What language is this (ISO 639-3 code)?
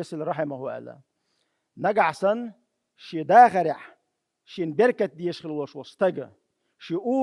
che